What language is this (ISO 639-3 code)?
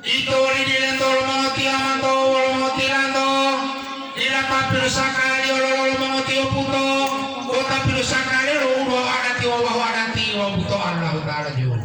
gor